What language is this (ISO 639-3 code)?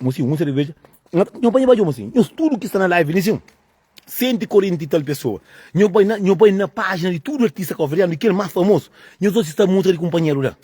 kea